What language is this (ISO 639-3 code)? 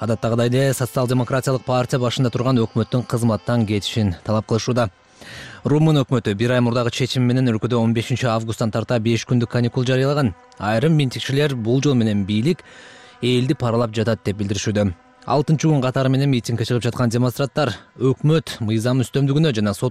kir